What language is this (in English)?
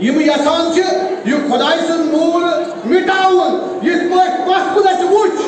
Kashmiri